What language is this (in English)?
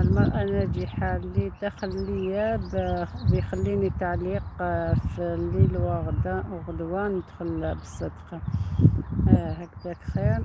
Algerian Arabic